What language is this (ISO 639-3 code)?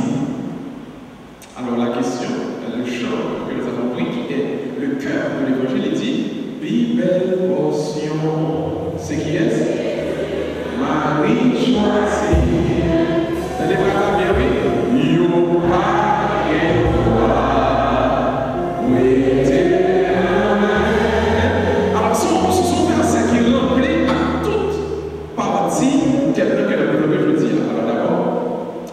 fra